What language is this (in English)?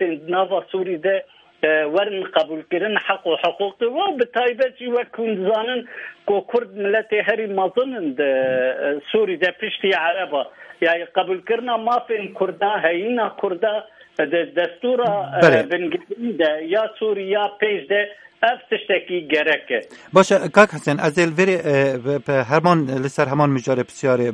Kurdish